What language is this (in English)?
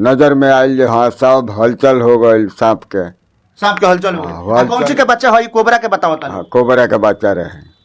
Bhojpuri